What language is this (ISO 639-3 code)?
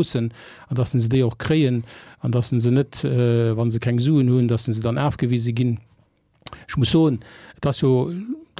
ltz